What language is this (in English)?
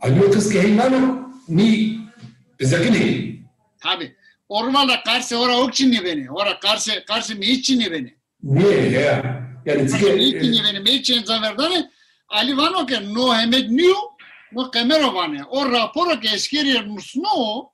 Zaza